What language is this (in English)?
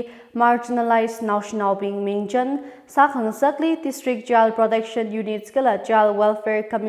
Tangkhul Naga (India)